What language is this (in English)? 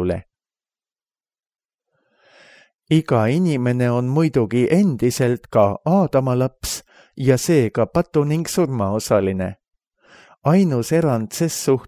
Estonian